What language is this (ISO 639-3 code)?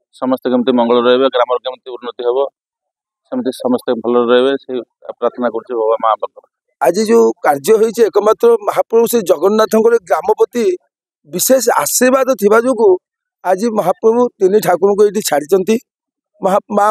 ori